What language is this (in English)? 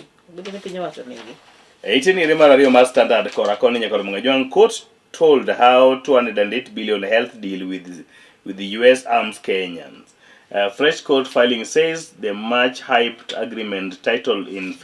Luo (Kenya and Tanzania)